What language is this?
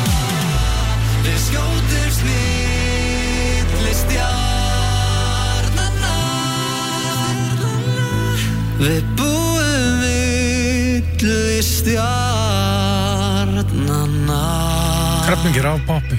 Icelandic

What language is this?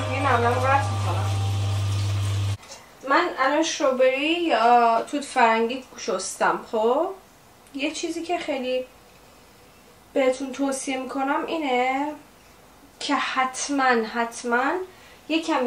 Persian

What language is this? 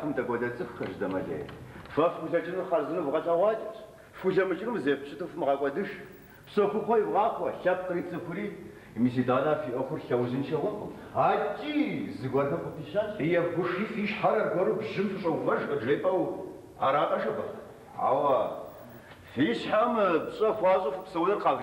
Kabardian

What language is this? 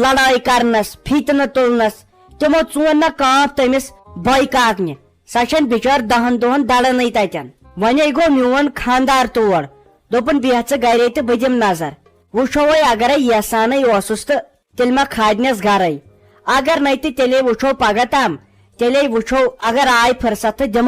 Kashmiri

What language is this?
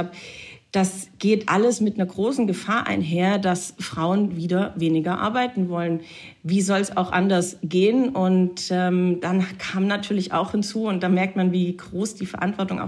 German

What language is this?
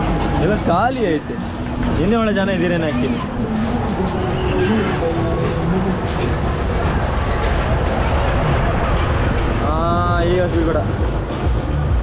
Kannada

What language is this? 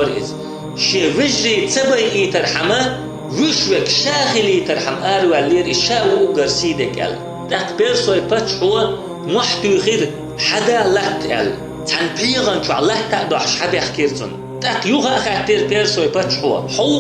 Chechen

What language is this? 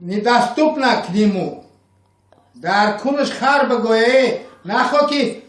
Tajik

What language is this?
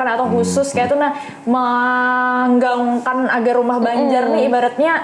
Banjar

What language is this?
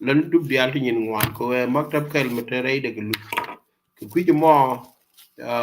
Nuer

